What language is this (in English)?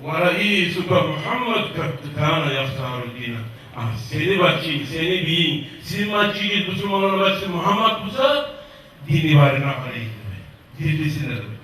Kumyk